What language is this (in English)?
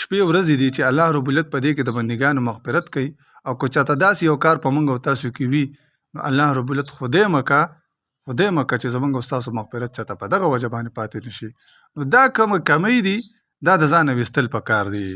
Pashto